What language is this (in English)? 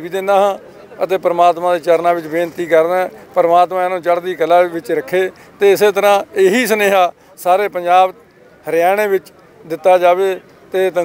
Punjabi